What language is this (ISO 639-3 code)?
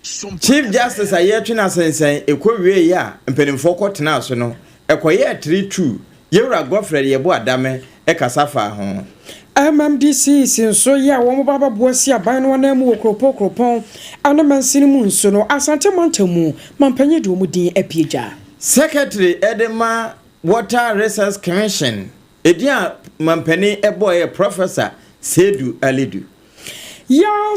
aka